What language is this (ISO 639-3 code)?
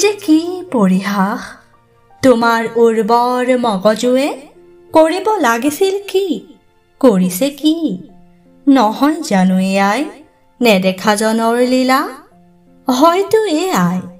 asm